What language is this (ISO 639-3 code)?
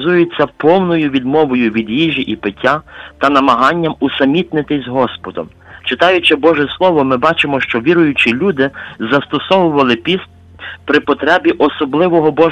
ukr